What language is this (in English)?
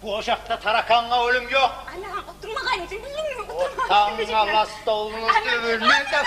Kumyk